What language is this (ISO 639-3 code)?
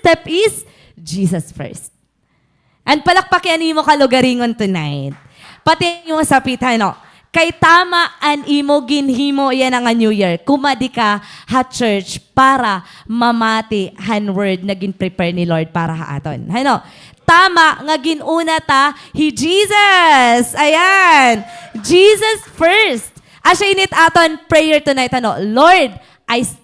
war